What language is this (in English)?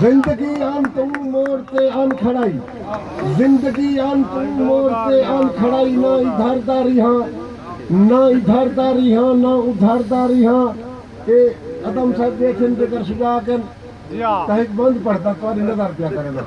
Saraiki